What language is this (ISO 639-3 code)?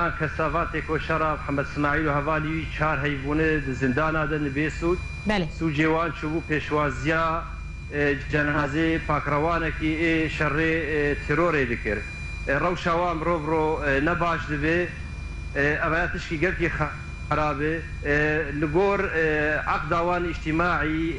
kur